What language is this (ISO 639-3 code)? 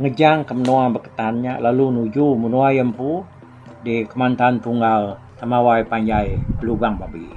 iba